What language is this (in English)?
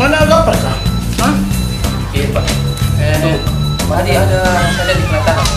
Makassar Malay